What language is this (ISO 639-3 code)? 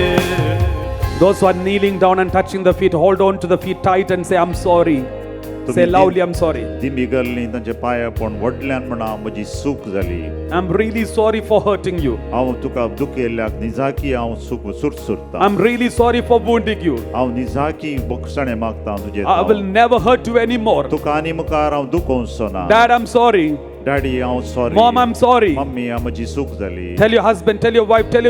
kok